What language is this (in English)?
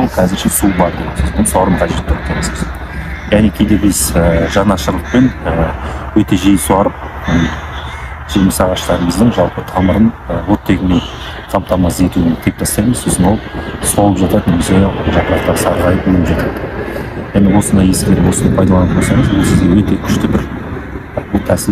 Kazakh